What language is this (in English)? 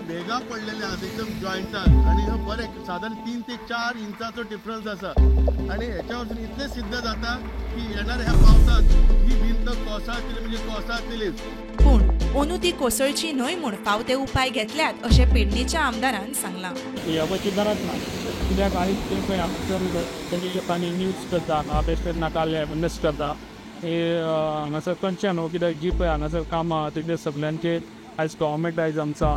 Konkani